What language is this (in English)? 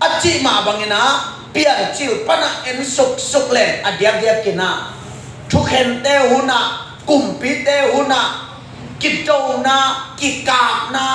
Tedim Chin